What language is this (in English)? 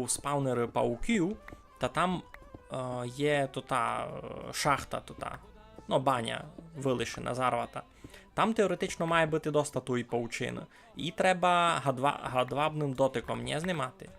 Rusyn